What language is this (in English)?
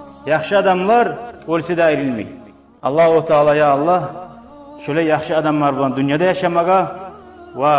Kumyk